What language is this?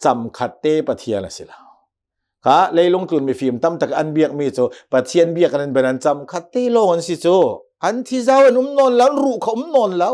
Hakha Chin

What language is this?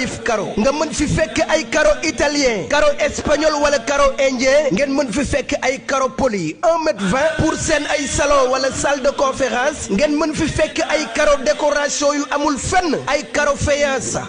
Wolof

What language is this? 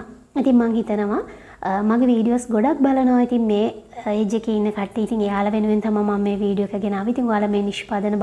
Sinhala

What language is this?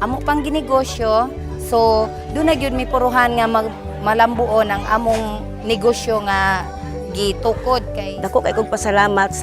Cebuano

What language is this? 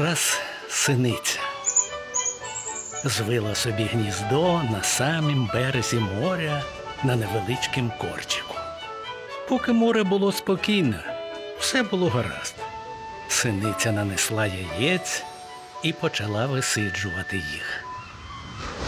Ukrainian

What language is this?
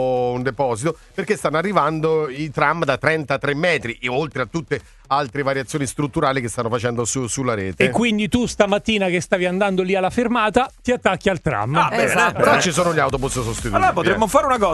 Italian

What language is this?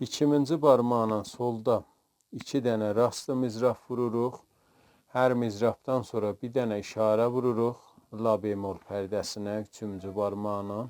South Azerbaijani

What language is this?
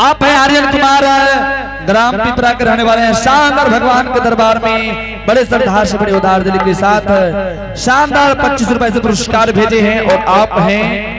Angika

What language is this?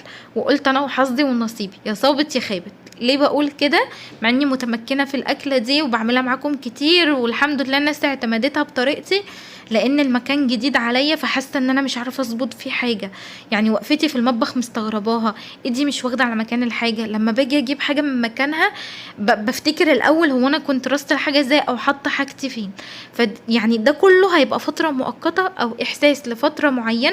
Egyptian Arabic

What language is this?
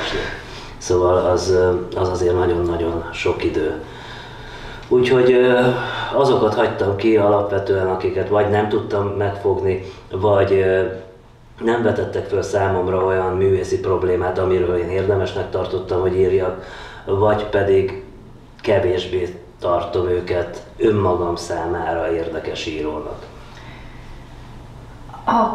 Hungarian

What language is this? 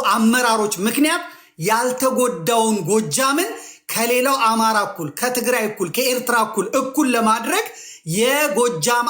Amharic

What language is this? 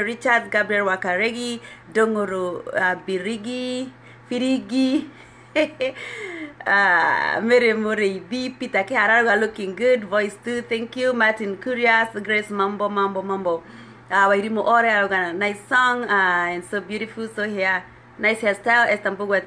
Kikuyu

